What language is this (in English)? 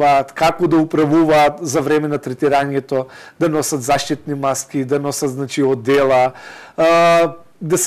Macedonian